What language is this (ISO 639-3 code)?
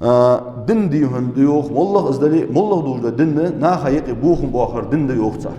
inh